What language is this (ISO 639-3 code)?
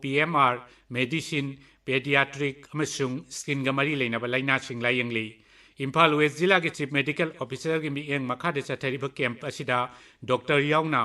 mni